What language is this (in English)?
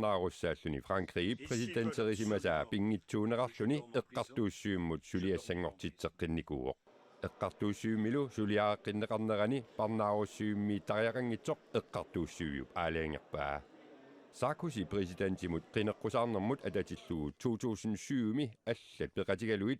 Kalaallisut